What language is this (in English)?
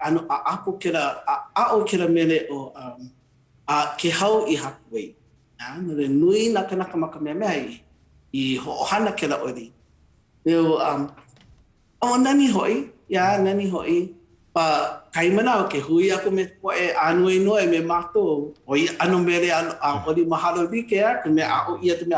Hawaiian